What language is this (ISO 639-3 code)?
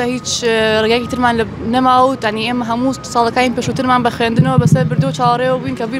ckb